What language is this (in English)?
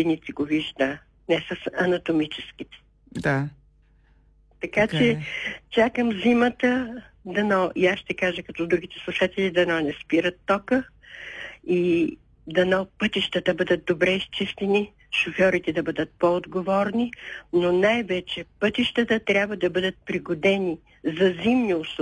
Bulgarian